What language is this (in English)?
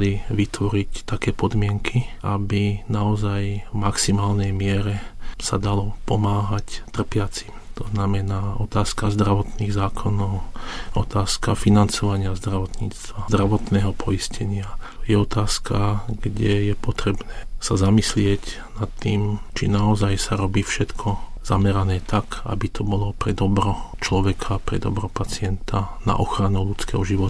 Slovak